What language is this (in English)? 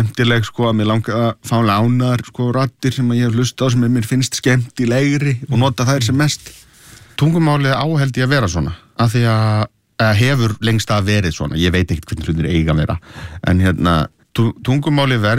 Icelandic